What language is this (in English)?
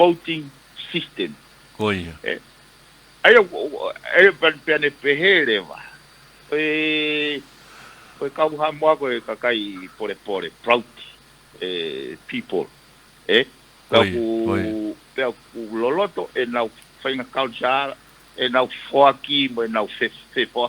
Tongan